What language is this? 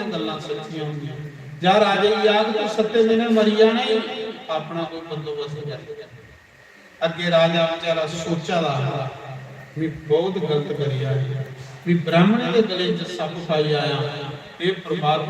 Dogri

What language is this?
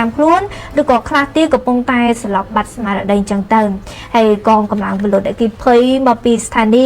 Khmer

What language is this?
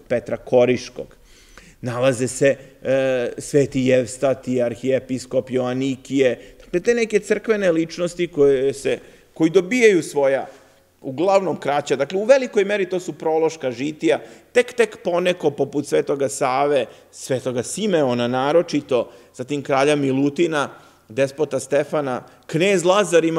Serbian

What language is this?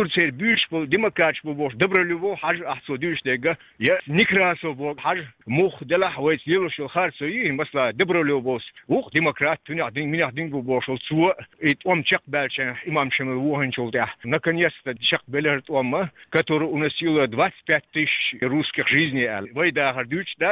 Chechen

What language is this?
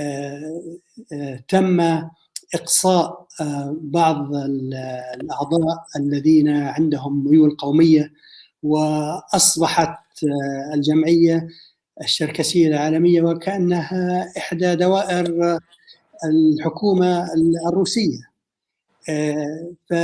North Levantine Arabic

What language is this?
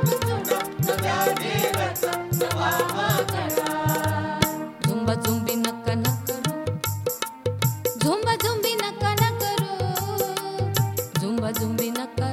Marathi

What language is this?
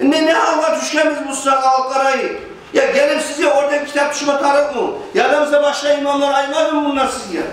Kumyk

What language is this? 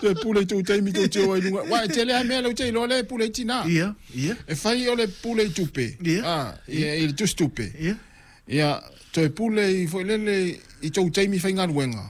Samoan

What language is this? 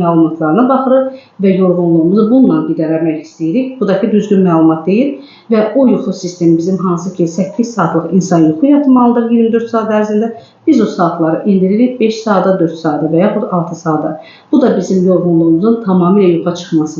Azerbaijani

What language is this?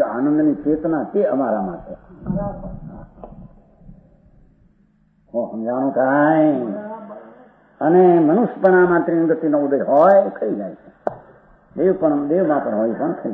Gujarati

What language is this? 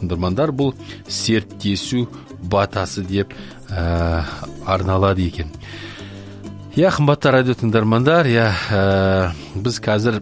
Kazakh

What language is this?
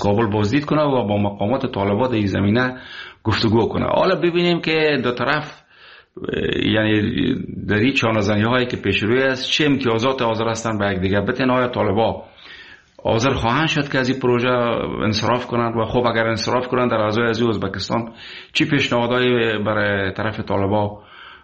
Persian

